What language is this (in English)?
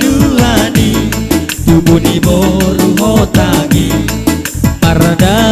Batak Toba